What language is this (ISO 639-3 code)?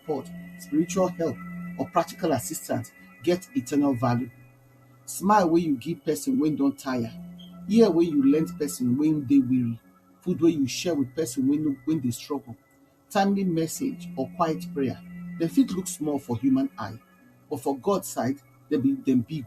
pcm